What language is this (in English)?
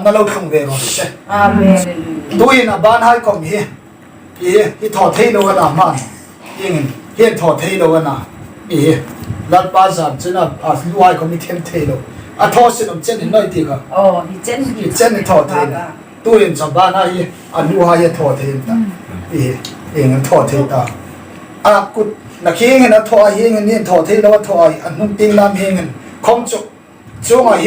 Hmar